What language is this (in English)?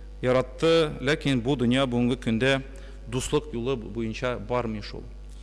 Tatar